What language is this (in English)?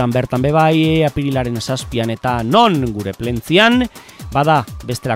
Basque